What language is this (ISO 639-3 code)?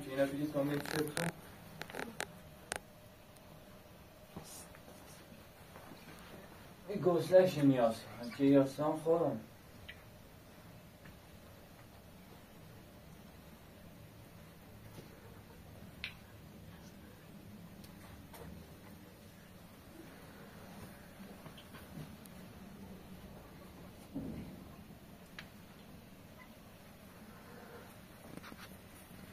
fas